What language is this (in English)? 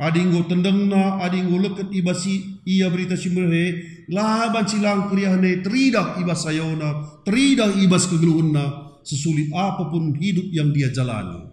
Batak Karo